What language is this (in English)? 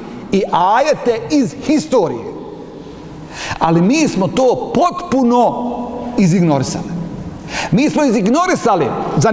Bosnian